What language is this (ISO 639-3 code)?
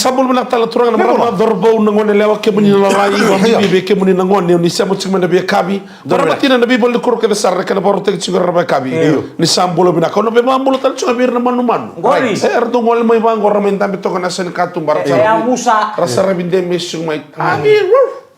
fij